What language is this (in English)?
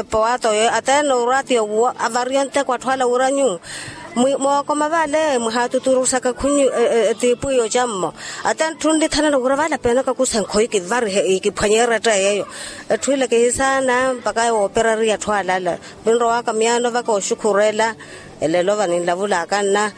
Makhuwa